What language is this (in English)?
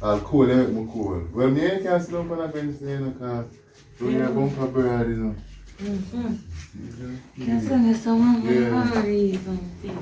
Jamaican Creole English